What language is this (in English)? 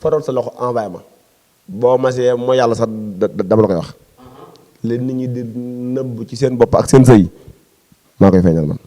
Wolof